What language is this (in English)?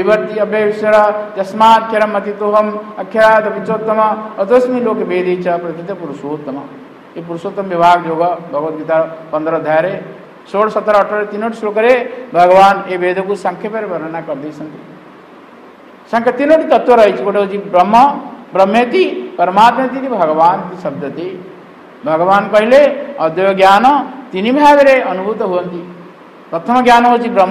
Odia